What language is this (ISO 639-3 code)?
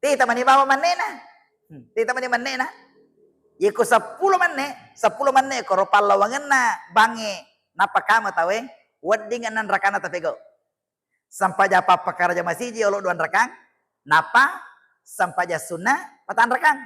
bug